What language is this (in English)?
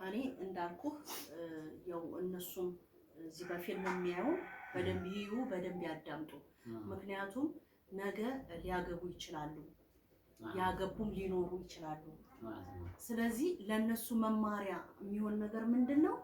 Amharic